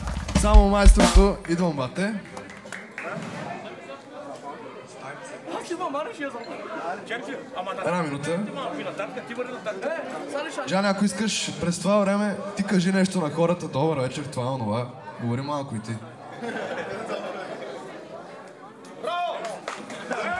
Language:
Bulgarian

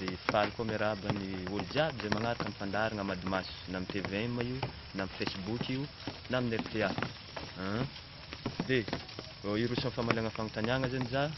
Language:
Malagasy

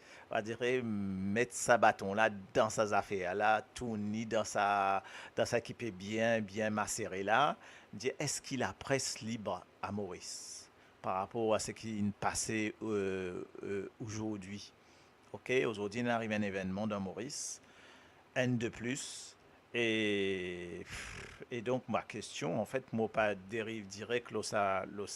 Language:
Morisyen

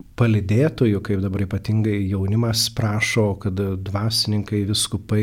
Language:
Lithuanian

